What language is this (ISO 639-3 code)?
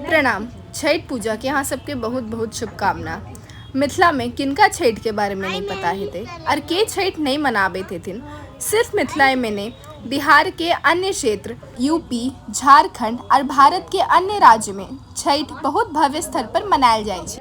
mai